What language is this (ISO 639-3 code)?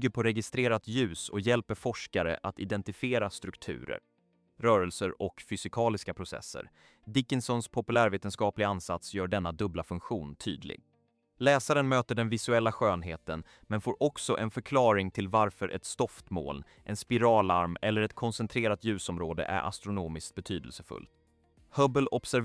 swe